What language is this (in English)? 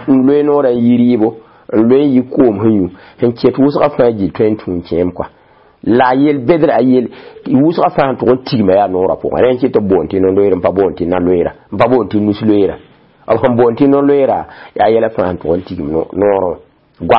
Mossi